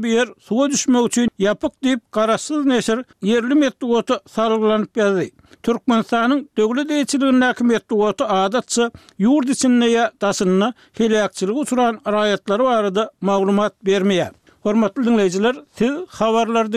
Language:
Turkmen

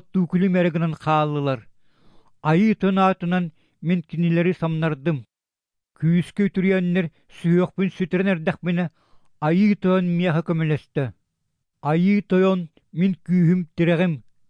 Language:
Yakut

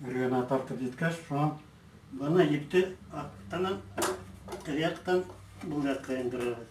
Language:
Bashkir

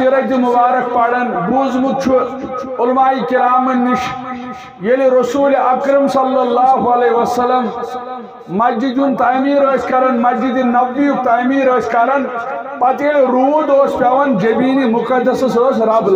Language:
Kashmiri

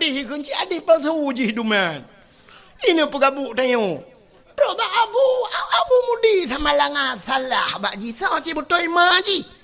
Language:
Achinese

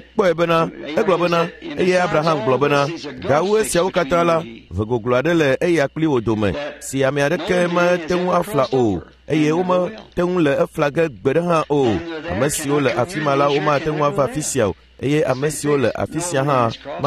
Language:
Ewe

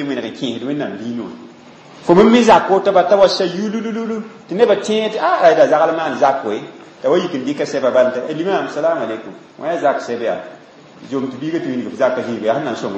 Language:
Mossi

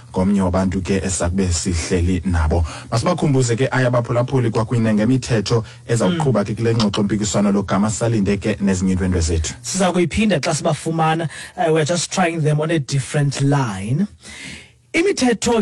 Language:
Xhosa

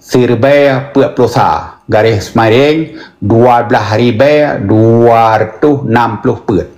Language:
Achinese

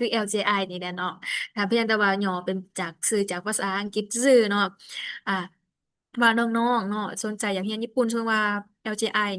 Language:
Lao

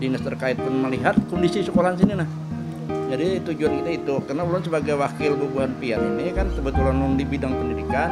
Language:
Banjar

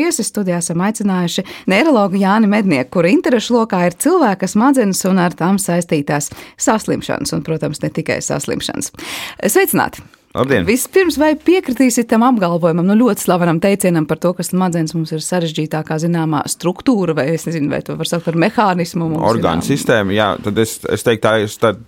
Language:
Latvian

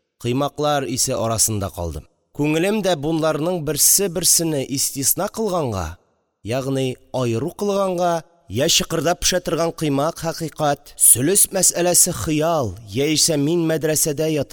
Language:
Tatar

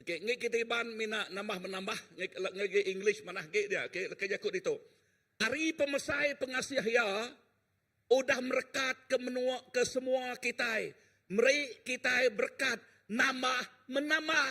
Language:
Iban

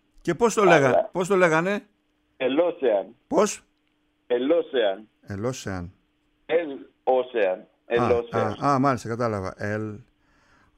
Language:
Greek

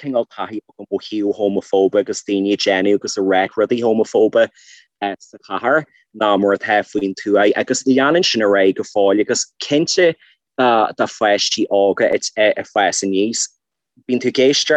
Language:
Irish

